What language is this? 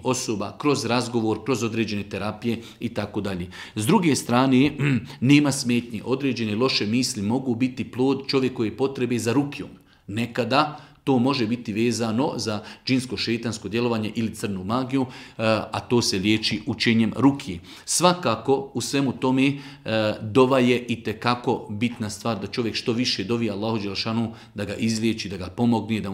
Bosnian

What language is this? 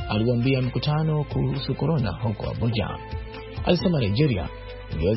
Swahili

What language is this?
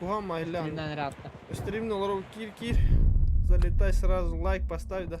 Yakut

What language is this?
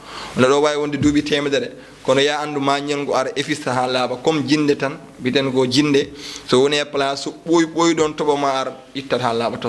Fula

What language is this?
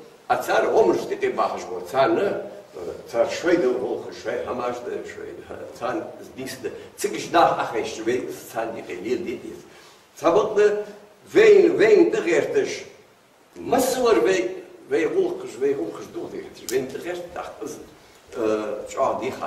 Ingush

